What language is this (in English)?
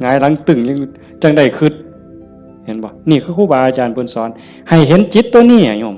Northeastern Thai